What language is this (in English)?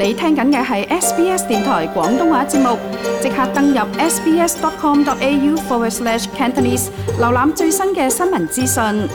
Cantonese